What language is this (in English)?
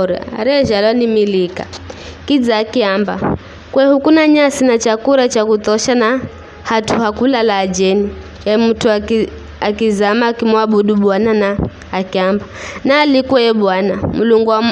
Giryama